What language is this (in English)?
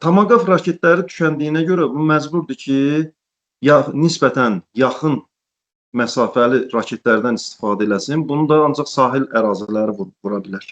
Azerbaijani